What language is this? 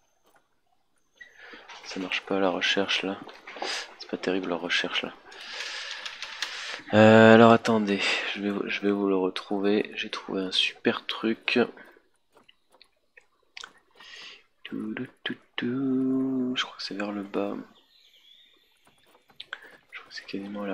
French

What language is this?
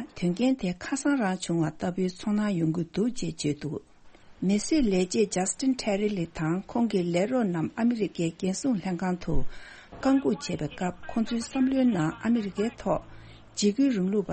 Tibetan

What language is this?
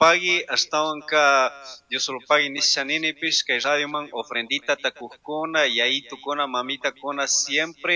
Chimborazo Highland Quichua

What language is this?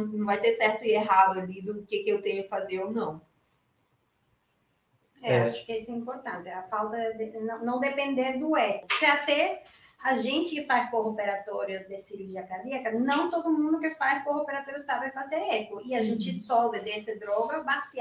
Portuguese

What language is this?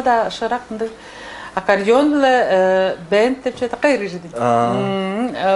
Tuvinian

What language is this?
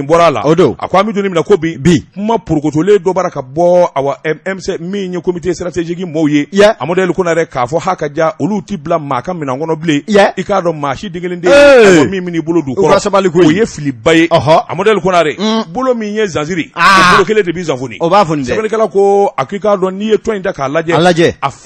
Bambara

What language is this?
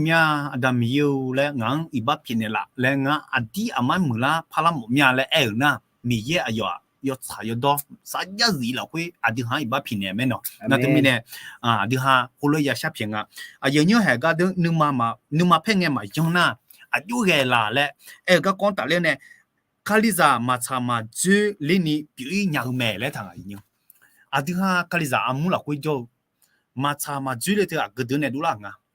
Akha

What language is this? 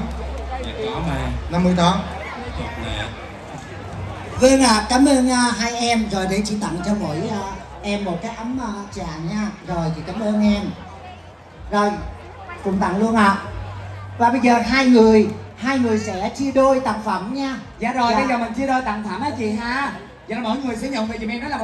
Vietnamese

